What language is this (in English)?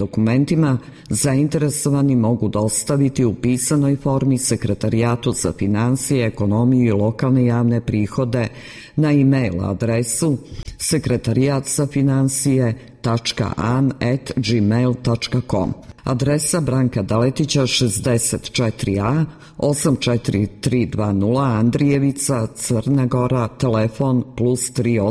Serbian